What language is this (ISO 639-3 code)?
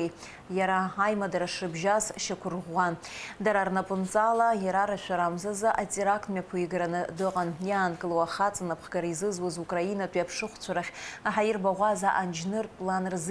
abk